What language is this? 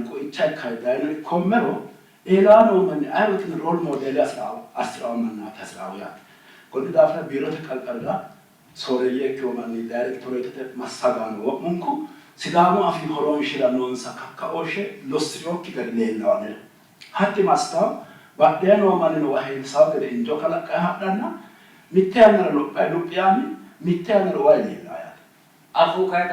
Sidamo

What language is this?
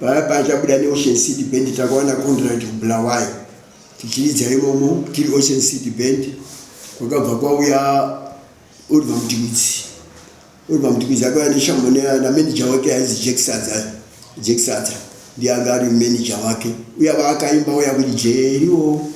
Shona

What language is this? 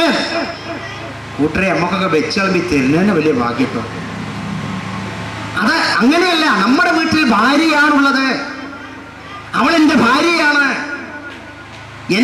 Malayalam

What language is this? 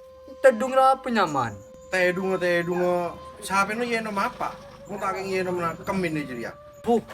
Madurese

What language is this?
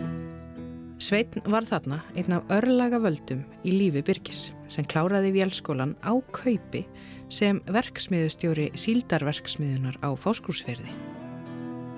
Icelandic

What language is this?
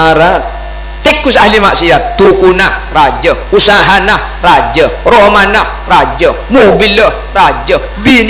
Madurese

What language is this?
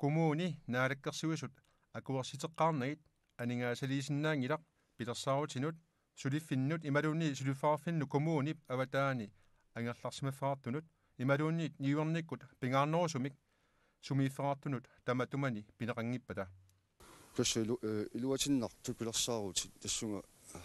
Kalaallisut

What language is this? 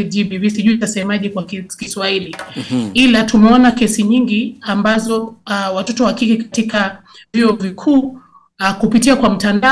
Swahili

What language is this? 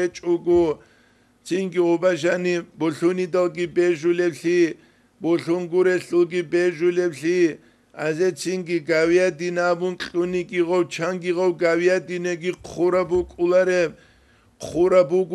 Avaric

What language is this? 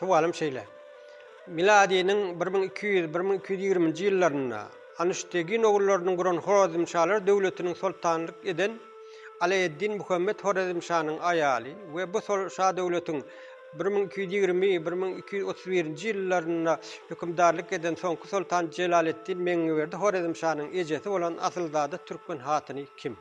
Turkmen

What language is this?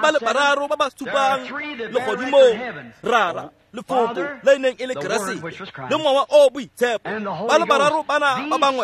Tswana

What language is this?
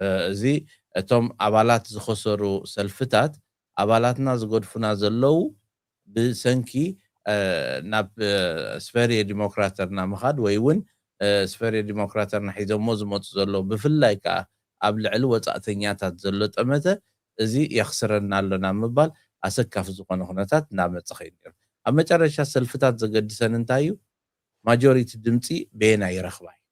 Tigrinya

